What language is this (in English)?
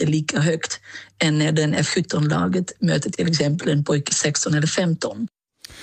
Swedish